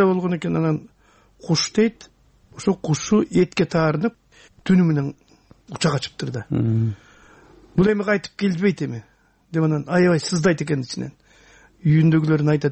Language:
Kyrgyz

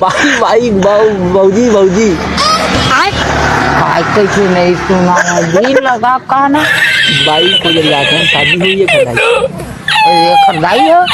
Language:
Chhattisgarhi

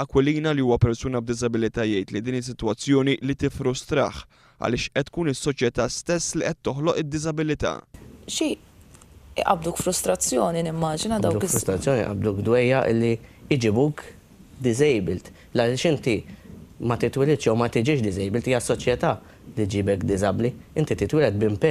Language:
Maltese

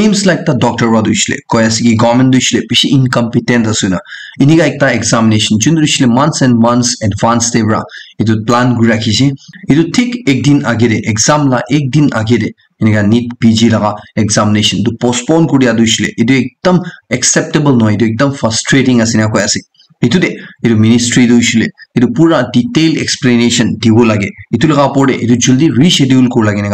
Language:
Naga Pidgin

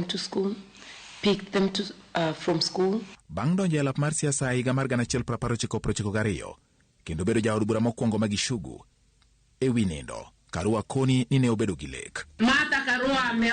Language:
Luo (Kenya and Tanzania)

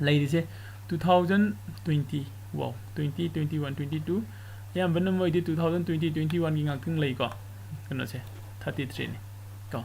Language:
Manipuri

